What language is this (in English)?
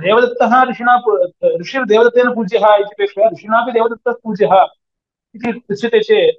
Sanskrit